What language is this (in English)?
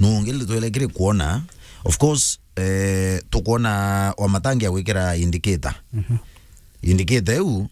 Meru